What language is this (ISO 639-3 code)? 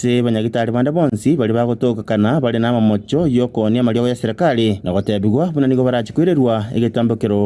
guz